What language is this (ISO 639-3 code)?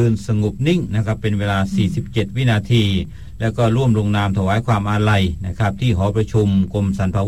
tha